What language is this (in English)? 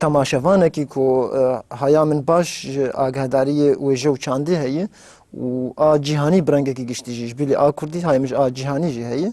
Kurdish